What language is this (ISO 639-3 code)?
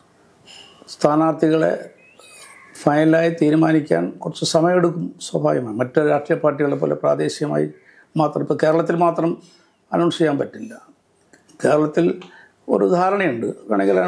mal